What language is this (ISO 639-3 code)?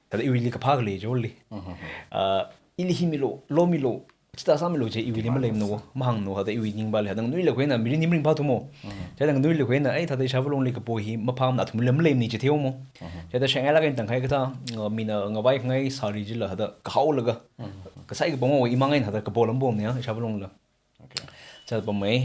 nmf